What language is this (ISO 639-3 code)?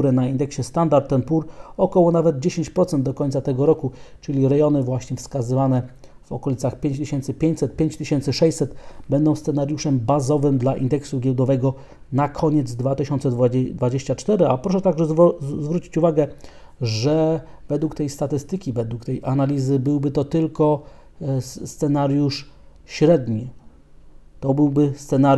pol